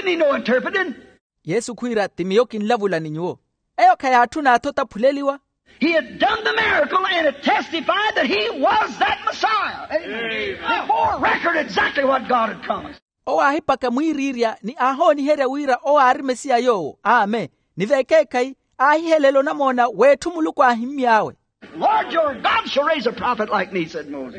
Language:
Makhuwa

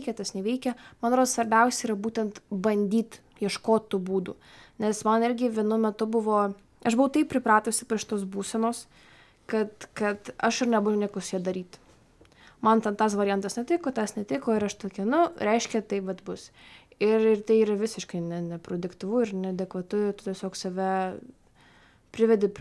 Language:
Lithuanian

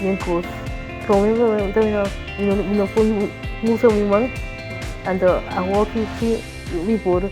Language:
Papiamento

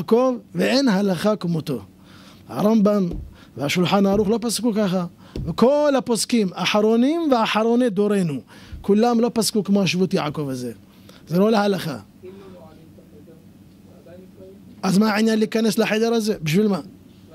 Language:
Hebrew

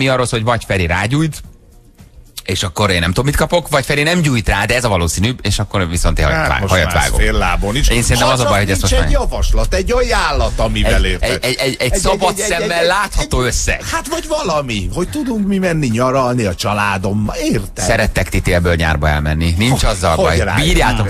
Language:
Hungarian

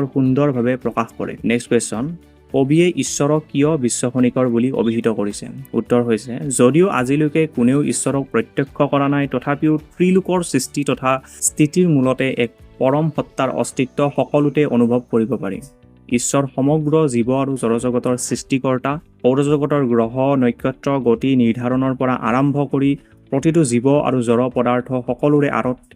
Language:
Assamese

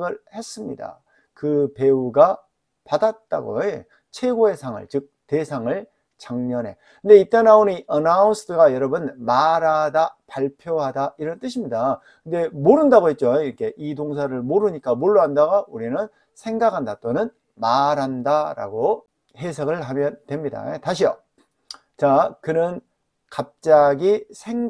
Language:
Korean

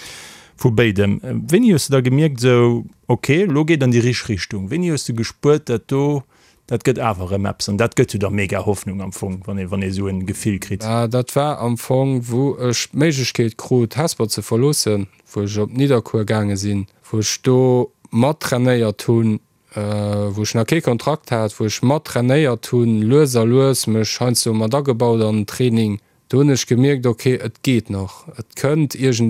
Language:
Luxembourgish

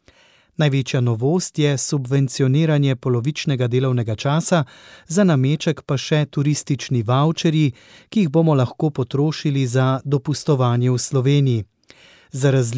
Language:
Slovenian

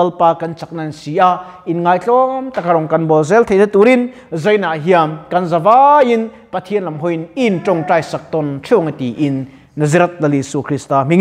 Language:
Mizo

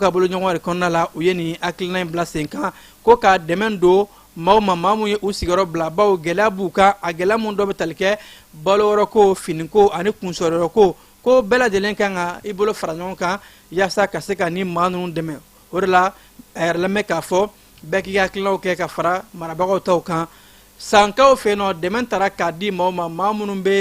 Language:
Bambara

